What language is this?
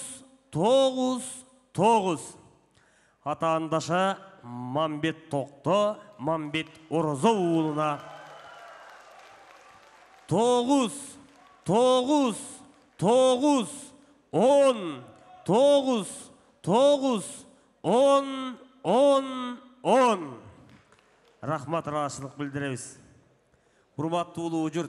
Kyrgyz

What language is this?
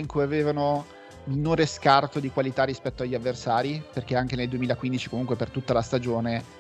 Italian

